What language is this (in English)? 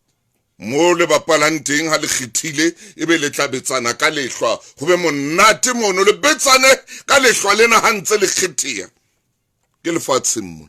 Southern Sotho